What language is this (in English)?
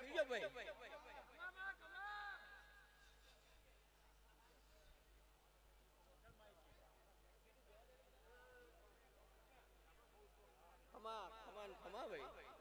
Gujarati